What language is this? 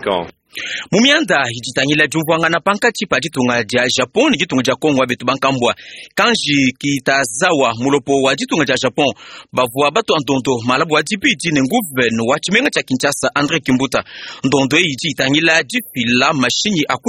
Luba-Lulua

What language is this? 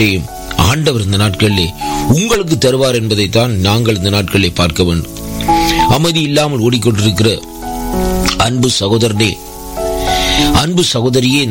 Tamil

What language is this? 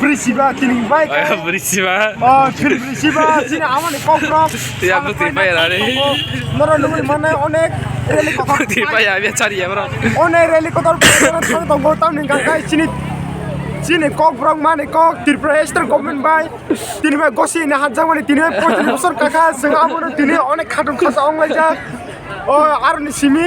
Kok Borok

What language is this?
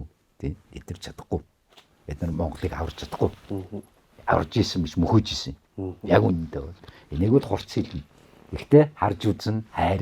Mongolian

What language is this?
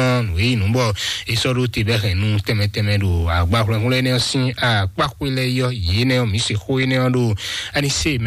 Fon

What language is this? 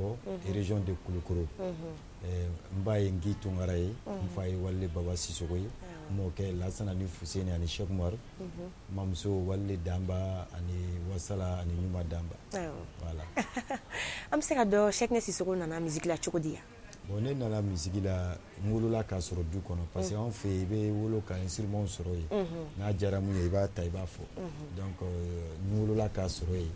Bambara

